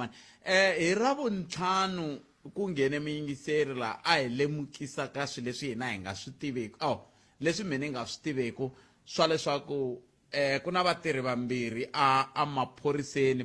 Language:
Tsonga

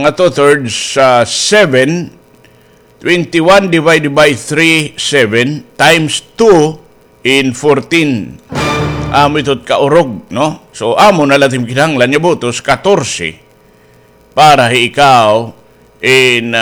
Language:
Waray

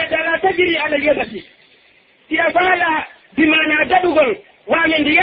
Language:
Pular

